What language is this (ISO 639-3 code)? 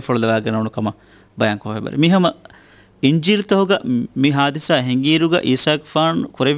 div